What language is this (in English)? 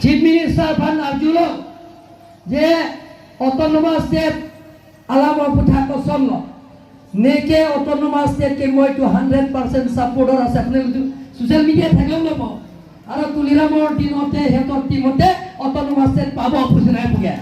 Karbi